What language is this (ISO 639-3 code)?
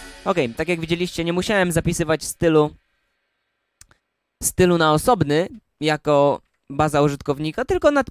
pol